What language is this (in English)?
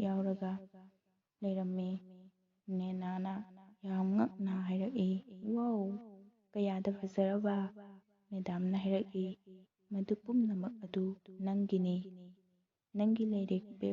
Manipuri